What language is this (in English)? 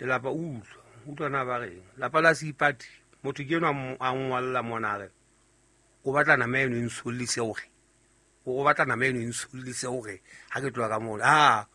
Southern Sotho